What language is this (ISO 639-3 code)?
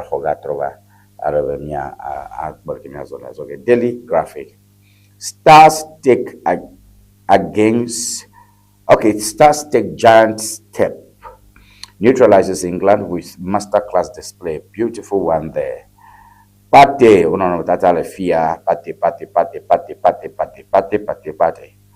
ewe